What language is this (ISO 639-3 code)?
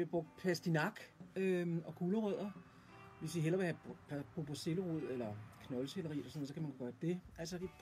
dan